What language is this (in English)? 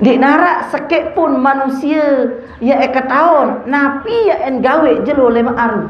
Sasak